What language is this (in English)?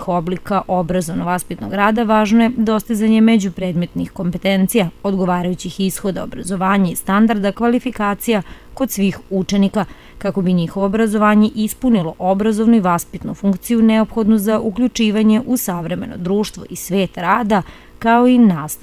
Serbian